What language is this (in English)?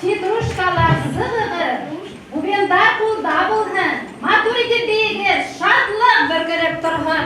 Bashkir